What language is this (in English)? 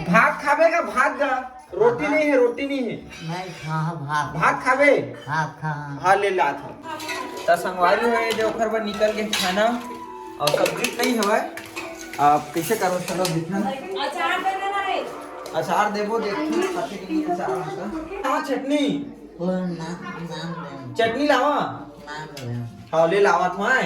Chhattisgarhi